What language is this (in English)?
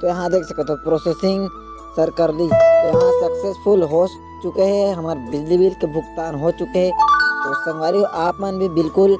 Chhattisgarhi